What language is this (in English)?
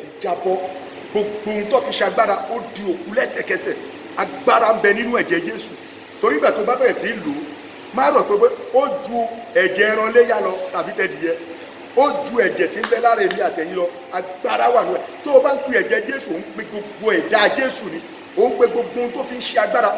Yoruba